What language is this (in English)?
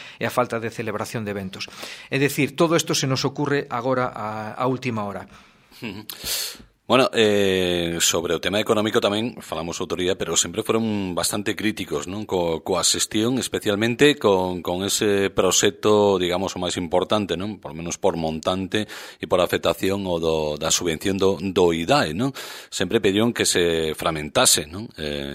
Galician